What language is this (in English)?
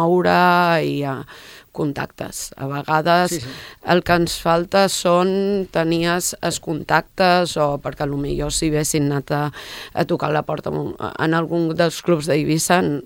Catalan